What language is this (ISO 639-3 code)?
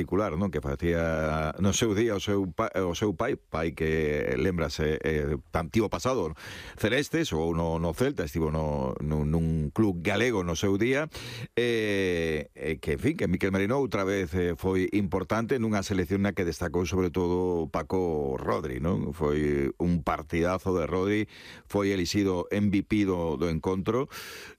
glg